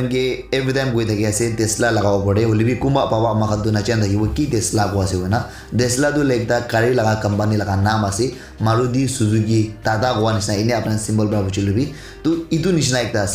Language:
Naga Pidgin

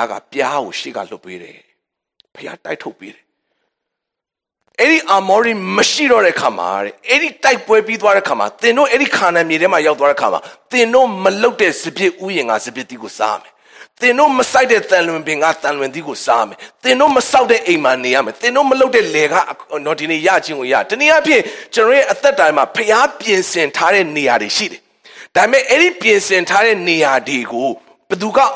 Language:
Burmese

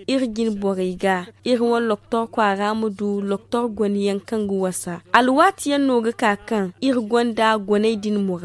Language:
Zarma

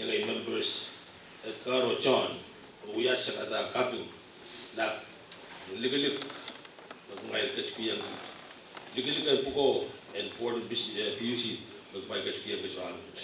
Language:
Pohnpeian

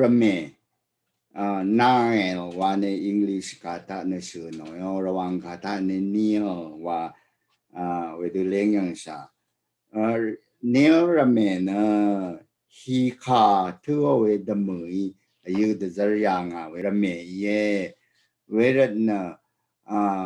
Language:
Rawang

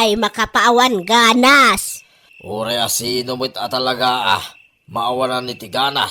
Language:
Iloko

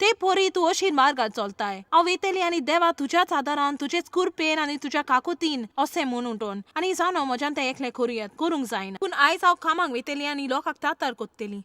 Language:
Konkani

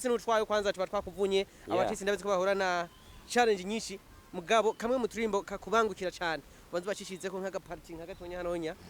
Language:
Rundi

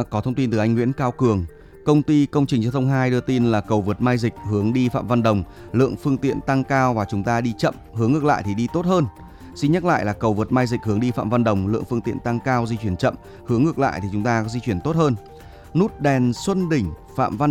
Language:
Vietnamese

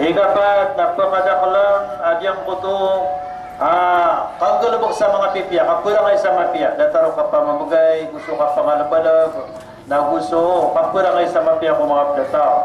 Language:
Maranao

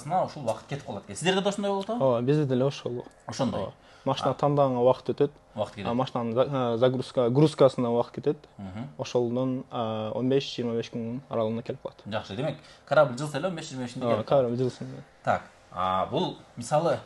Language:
Kyrgyz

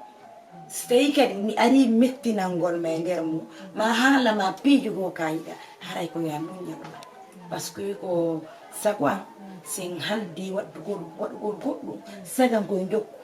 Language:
Fula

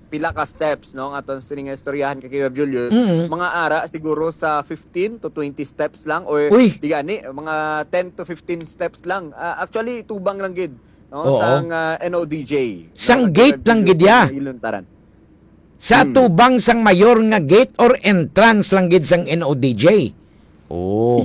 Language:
Hiligaynon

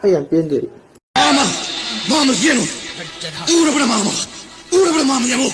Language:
Manipuri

